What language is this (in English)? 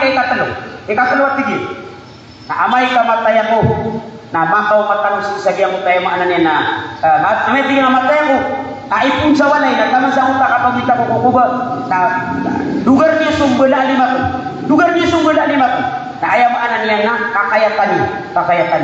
Maranao